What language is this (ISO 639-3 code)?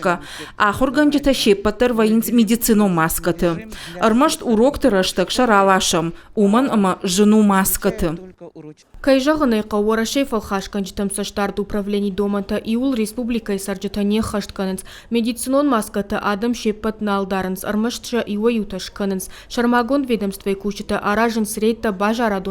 oss